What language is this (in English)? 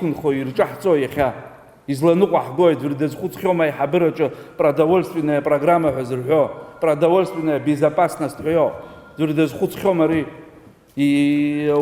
Abkhazian